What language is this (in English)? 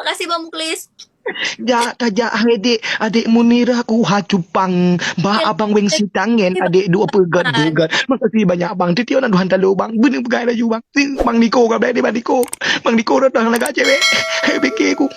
Achinese